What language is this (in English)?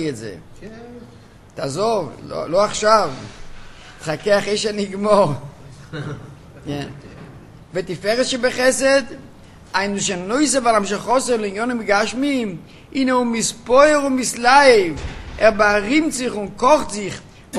Hebrew